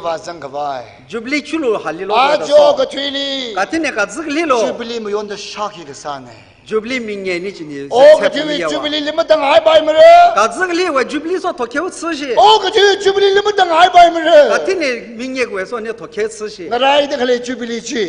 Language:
Tangkhul Naga (India)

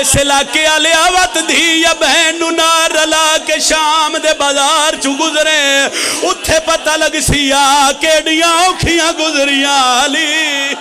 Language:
Pahari-Potwari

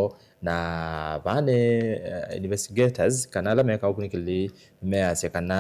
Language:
Kamba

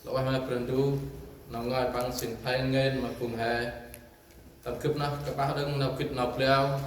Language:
Central Mnong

